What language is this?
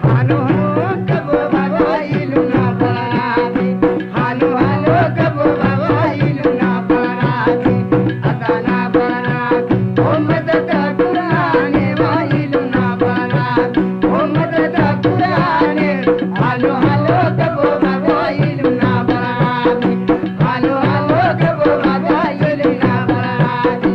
Brahui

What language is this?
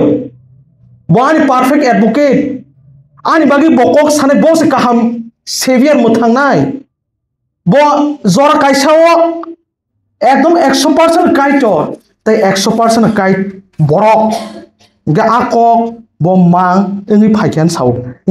Kok Borok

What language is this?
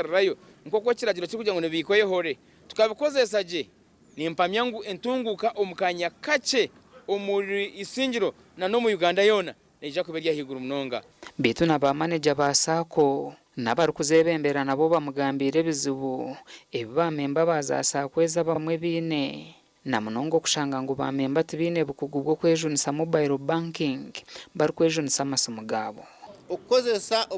Nyankole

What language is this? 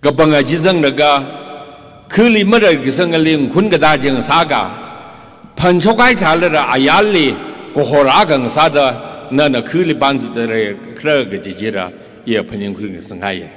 Tangkhul Naga (India)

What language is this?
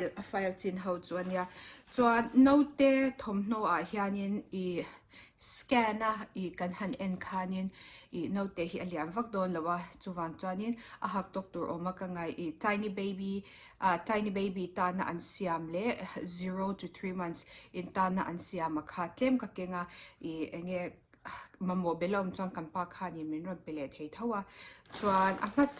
Mizo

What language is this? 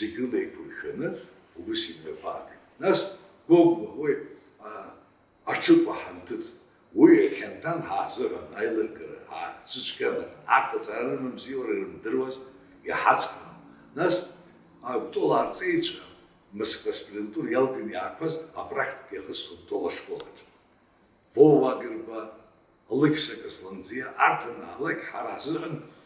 Abkhazian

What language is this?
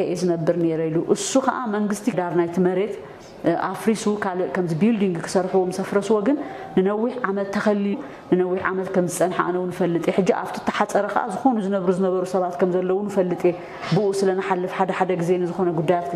Tigrinya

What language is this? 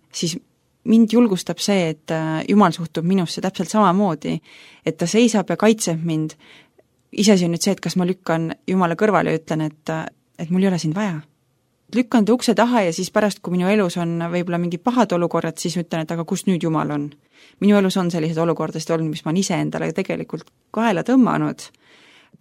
Estonian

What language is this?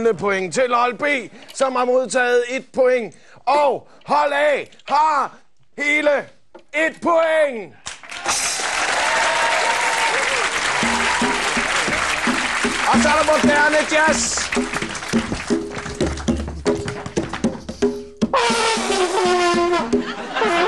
Danish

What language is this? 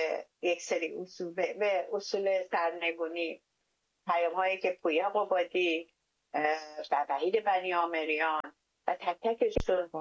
Persian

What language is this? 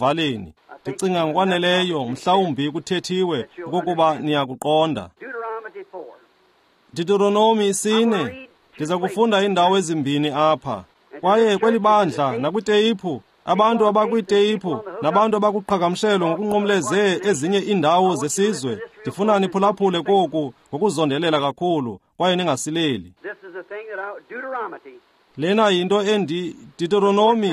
Xhosa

